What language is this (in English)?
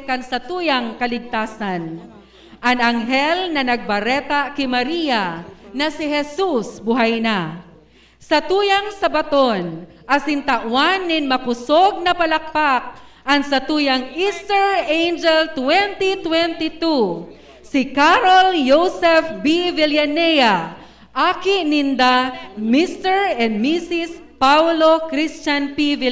Bikol